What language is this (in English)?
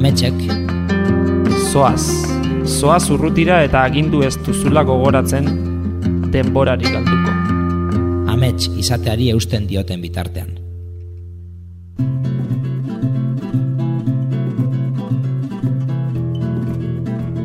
Basque